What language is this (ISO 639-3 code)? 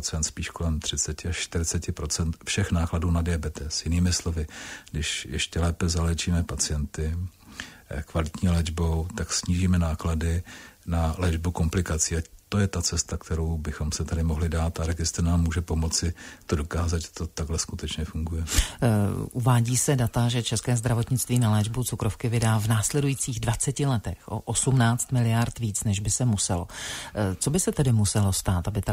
ces